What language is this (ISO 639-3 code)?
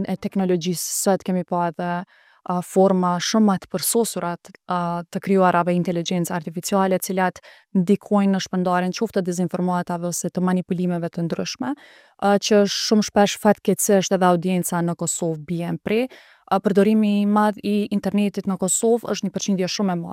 sqi